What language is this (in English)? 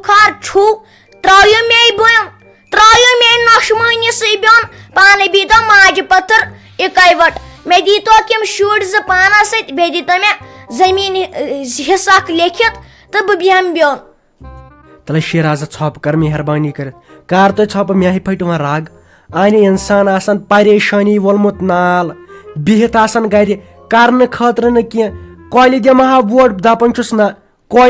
Kashmiri